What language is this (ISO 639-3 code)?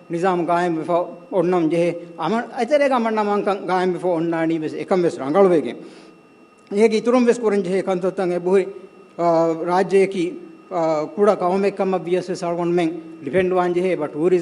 div